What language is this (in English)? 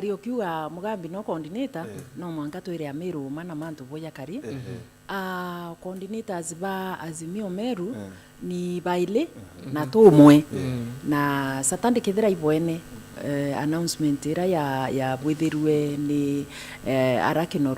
Meru